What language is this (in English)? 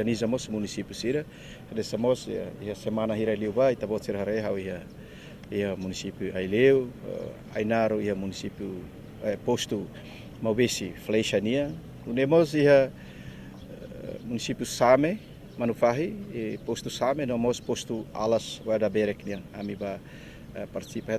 Tetum